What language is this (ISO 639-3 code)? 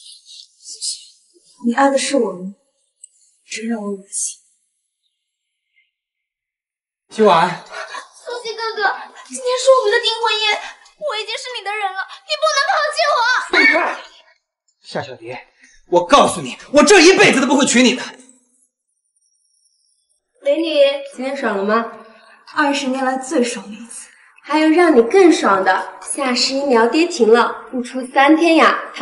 zho